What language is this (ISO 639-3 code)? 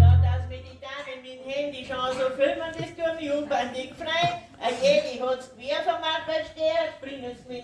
bar